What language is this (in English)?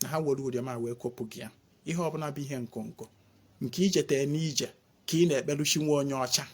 Igbo